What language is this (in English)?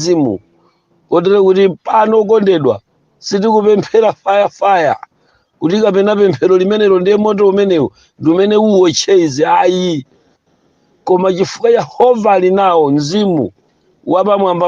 Nyanja